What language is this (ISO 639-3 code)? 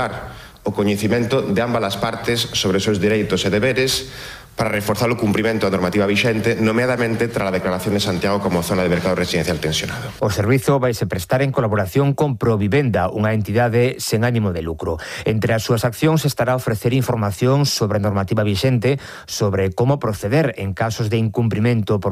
glg